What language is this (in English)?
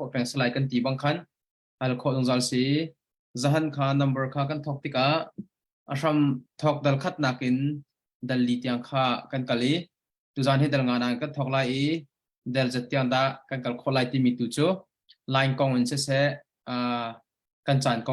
Hakha Chin